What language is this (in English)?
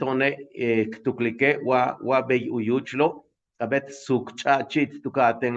Yucateco